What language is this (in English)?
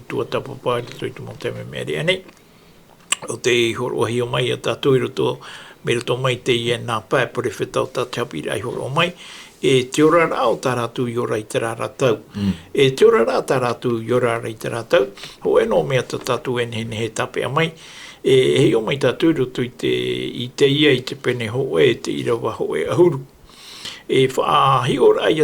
Tahitian